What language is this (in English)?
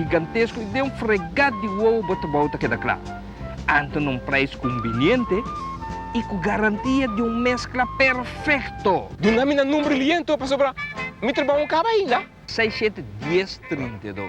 Papiamento